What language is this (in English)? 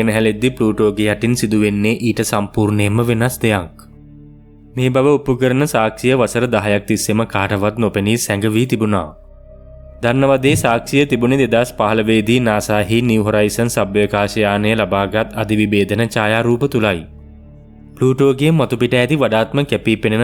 Sinhala